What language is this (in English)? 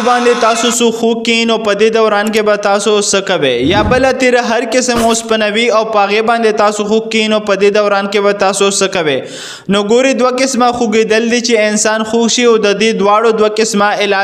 Pashto